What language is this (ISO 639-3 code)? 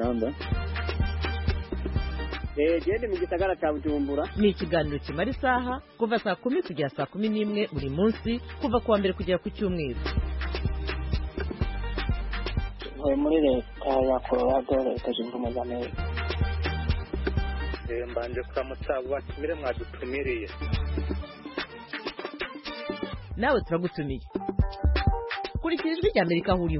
kin